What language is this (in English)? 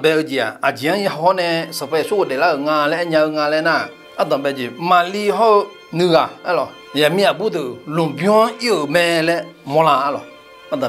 Akha